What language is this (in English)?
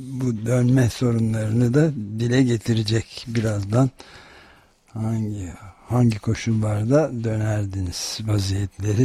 Turkish